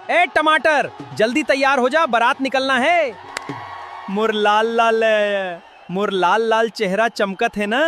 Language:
Chhattisgarhi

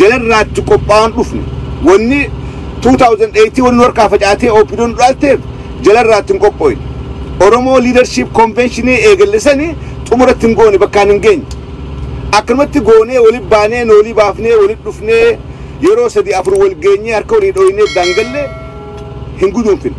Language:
Oromo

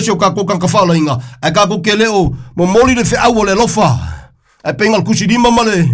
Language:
Samoan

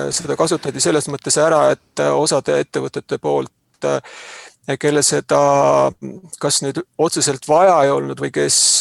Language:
Estonian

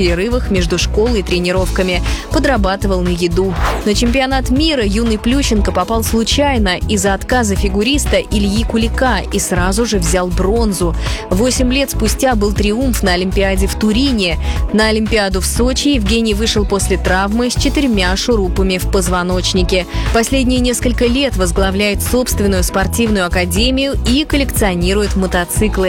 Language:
Russian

